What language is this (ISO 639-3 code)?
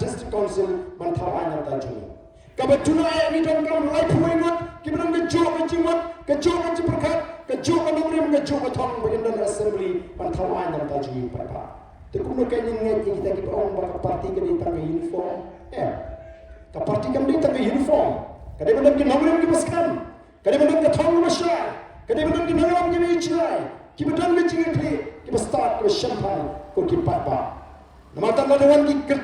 kha